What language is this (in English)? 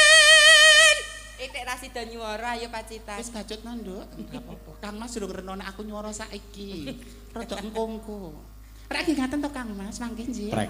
Javanese